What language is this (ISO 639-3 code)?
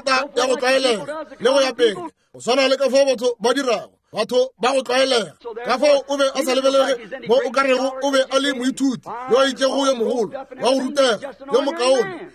nso